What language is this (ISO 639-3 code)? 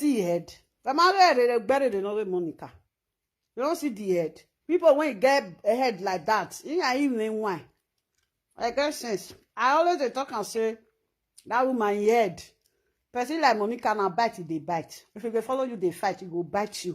pcm